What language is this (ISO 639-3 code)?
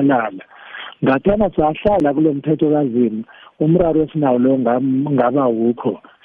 nbl